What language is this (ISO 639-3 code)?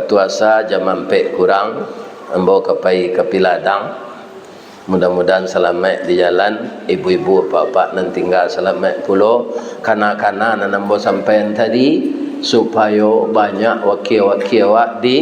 min